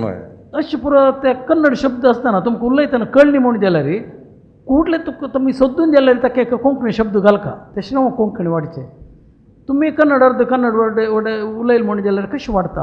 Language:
Konkani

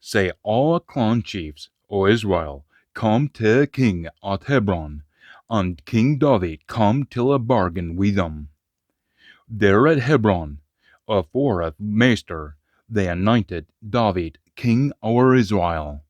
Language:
Scots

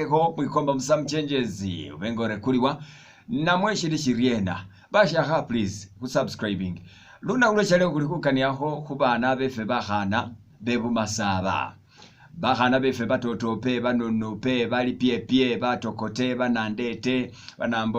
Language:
Masaaba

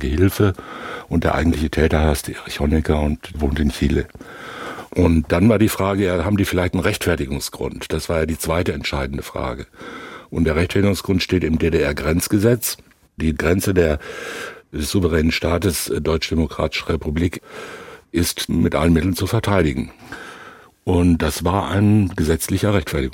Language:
German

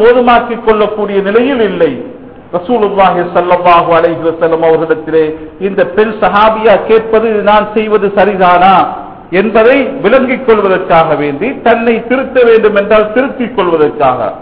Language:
Tamil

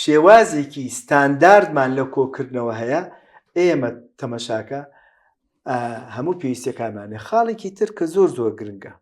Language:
Central Kurdish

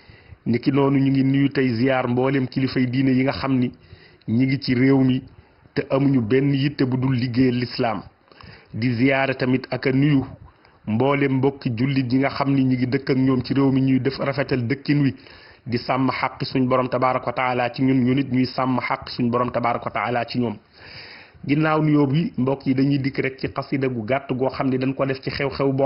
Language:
Wolof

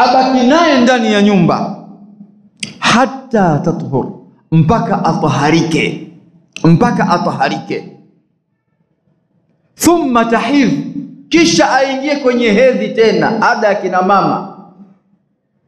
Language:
Swahili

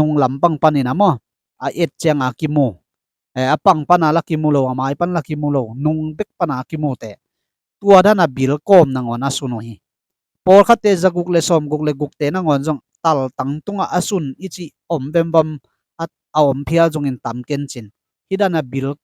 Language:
Tedim Chin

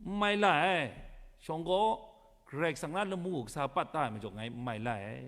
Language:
Kachin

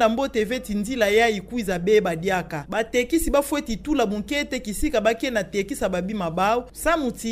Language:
Kituba (Democratic Republic of Congo)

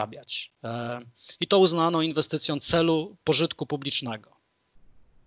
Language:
Polish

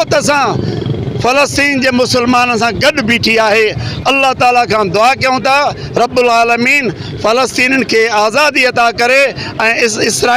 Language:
Sindhi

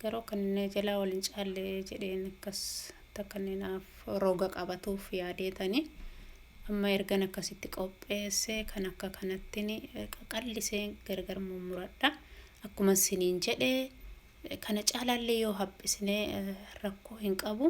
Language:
Oromo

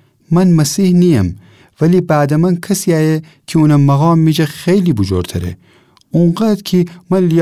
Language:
Gilaki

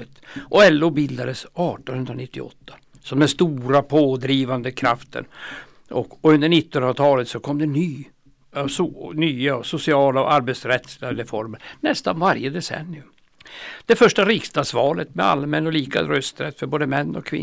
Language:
Swedish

